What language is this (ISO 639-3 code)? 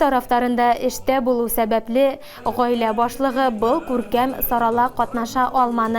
bak